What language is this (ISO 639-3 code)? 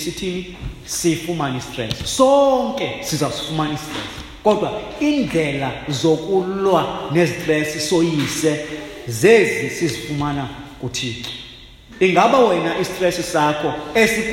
xho